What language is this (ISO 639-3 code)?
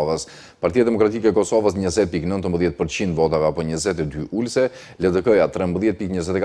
sqi